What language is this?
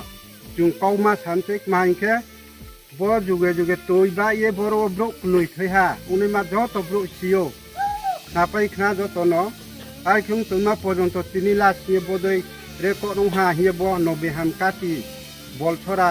Riang (India)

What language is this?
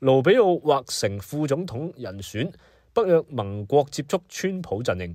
Cantonese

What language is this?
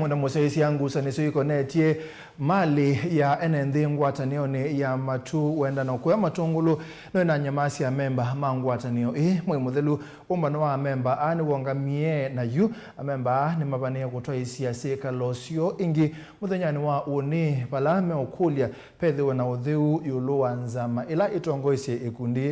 Kamba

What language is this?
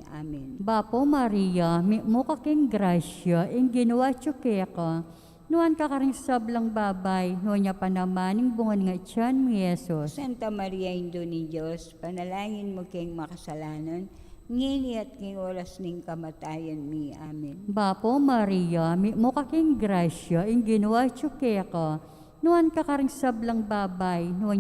Pampanga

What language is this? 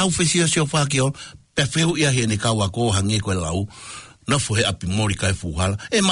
Tongan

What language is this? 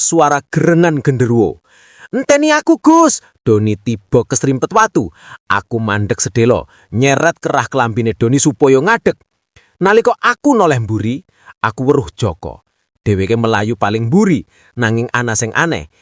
Javanese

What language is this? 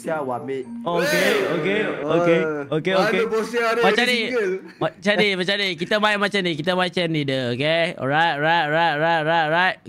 Malay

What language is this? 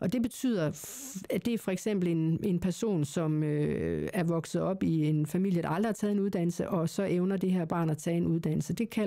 Danish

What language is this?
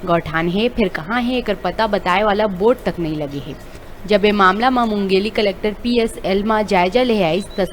Chhattisgarhi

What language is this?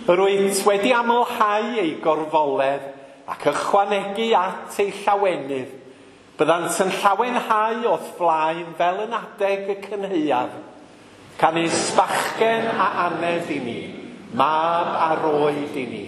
Welsh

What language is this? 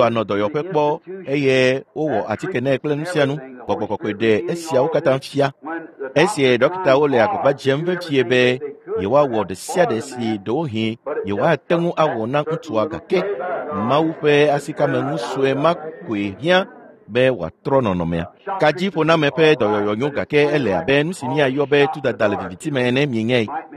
Ewe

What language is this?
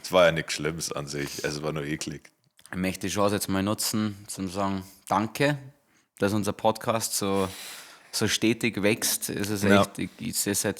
Bavarian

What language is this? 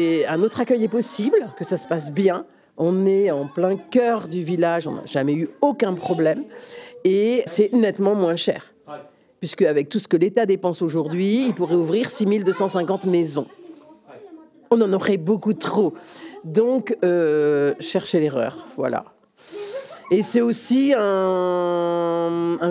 French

